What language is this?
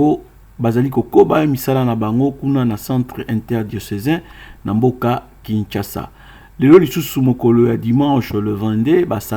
Lingala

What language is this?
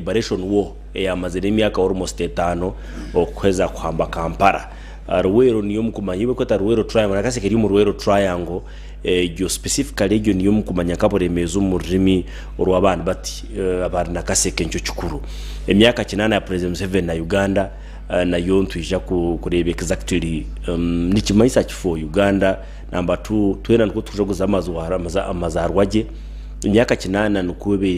Nyankole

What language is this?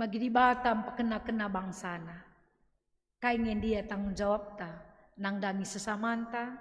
Batak Karo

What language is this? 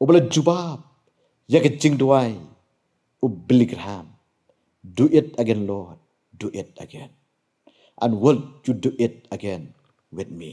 Khasi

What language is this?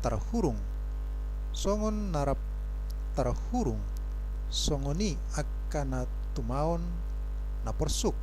Batak Toba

